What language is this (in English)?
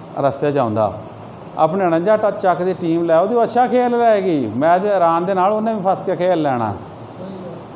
Punjabi